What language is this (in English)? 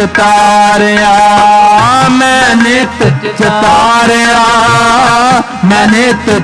Punjabi